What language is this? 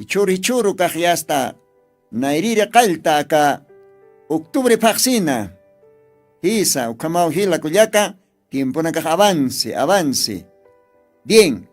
Aymara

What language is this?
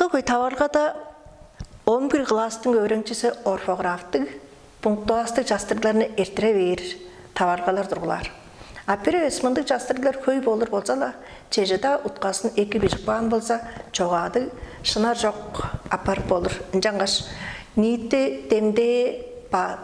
Tuvinian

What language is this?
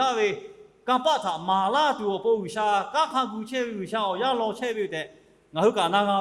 Lahu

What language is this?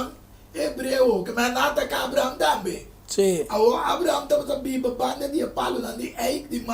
Papiamento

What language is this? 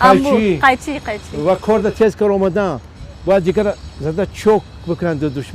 Tajik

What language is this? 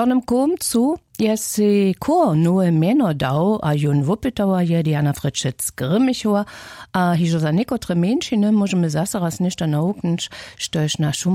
Upper Sorbian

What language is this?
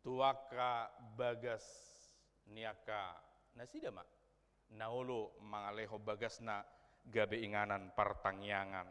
Batak Toba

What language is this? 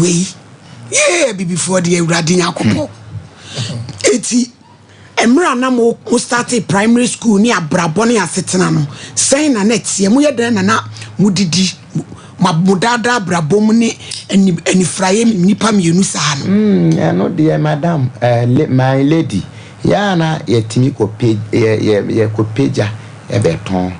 Akan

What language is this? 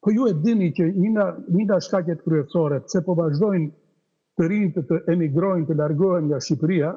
Albanian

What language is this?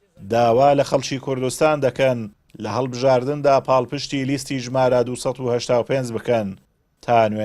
Central Kurdish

